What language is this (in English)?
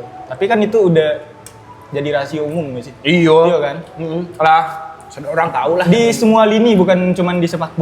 Minangkabau